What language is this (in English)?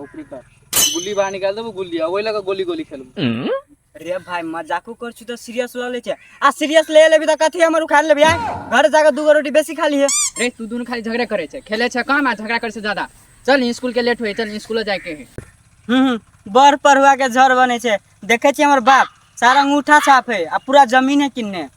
Maithili